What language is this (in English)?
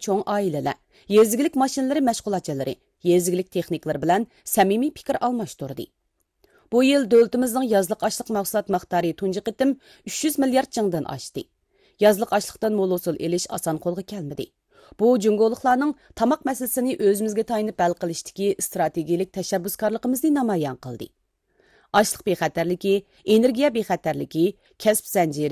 Uyghur